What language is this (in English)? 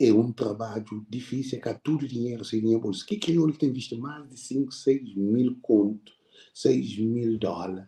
Kabuverdianu